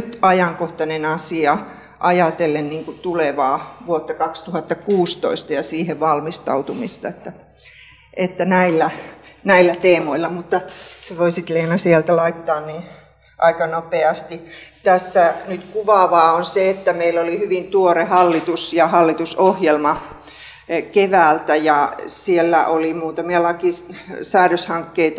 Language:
Finnish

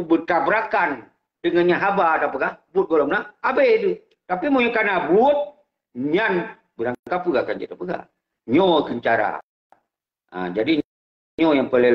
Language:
Achinese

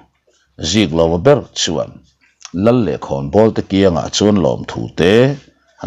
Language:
Mizo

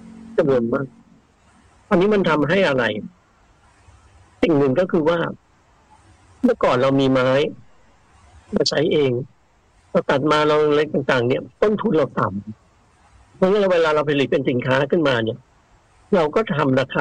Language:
Thai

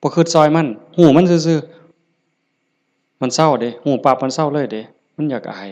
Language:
Northeastern Thai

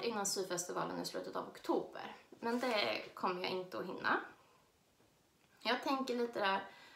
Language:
Swedish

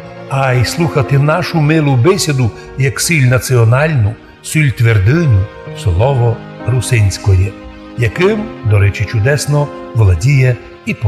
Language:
Rusyn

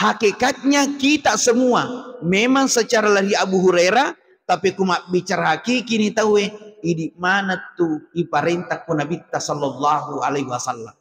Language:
Buginese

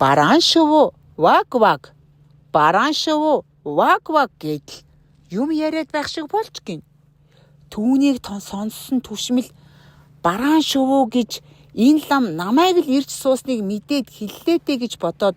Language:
Mongolian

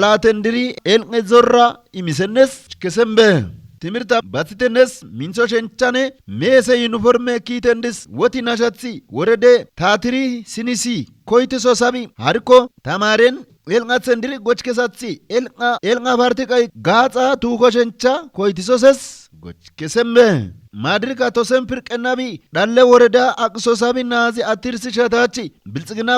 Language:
Kafa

